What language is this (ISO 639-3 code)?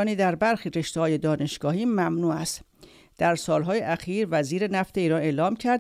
fas